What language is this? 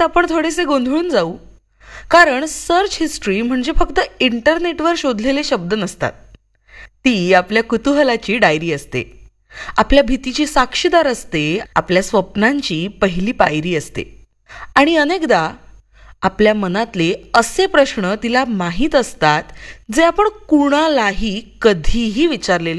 Marathi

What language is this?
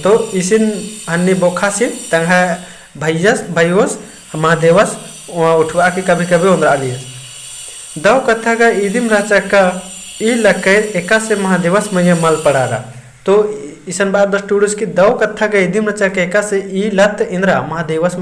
Kurukh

